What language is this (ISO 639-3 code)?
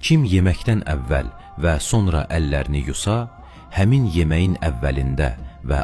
aze